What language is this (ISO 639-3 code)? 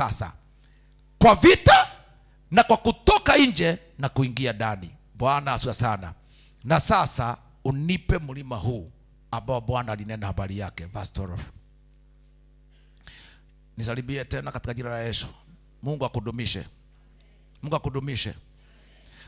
swa